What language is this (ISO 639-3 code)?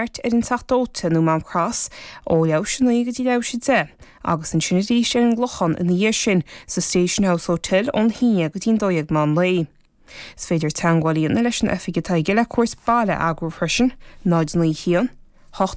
gle